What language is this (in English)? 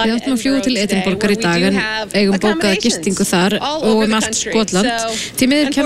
Icelandic